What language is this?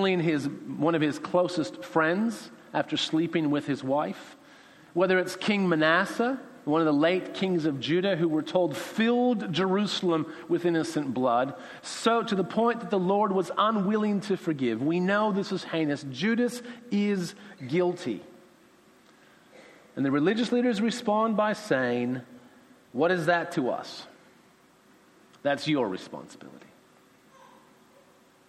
English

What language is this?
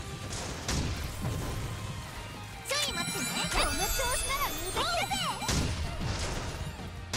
Japanese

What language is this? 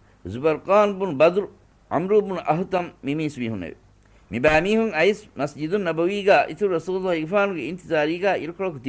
Divehi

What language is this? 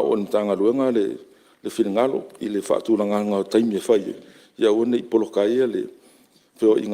Samoan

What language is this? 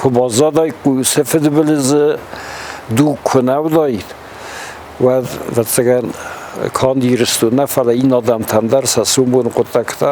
Ossetic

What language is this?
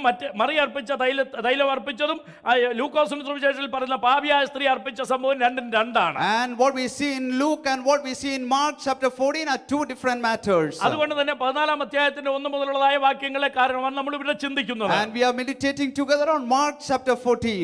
Malayalam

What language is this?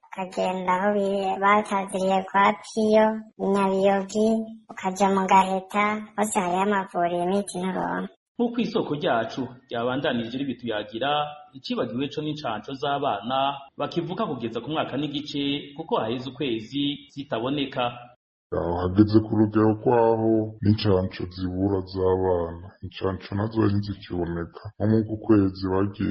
Rundi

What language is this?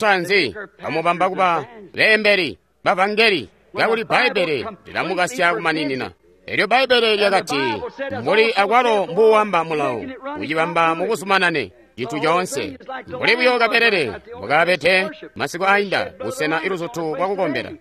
Tonga (Zambia)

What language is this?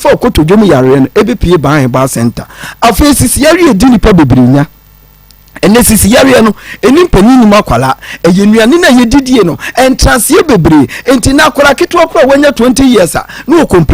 Akan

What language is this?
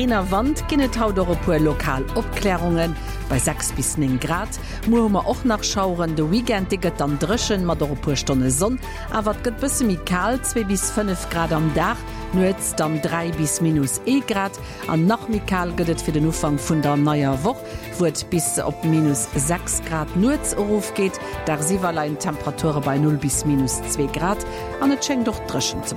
Luxembourgish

